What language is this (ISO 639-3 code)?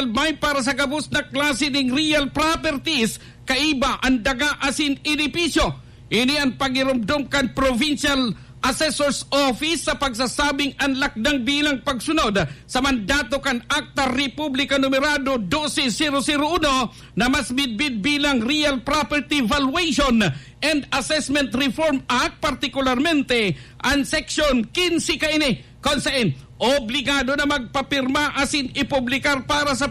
bik